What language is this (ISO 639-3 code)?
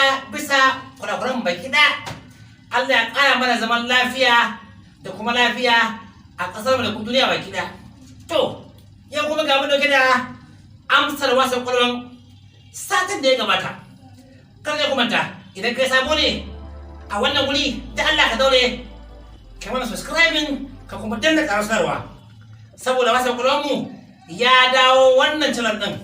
hau